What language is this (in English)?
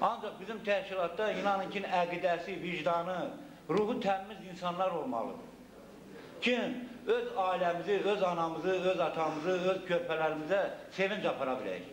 Azerbaijani